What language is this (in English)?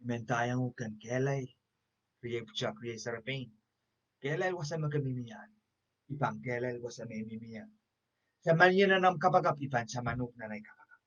Pohnpeian